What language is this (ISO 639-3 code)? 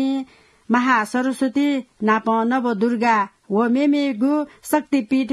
new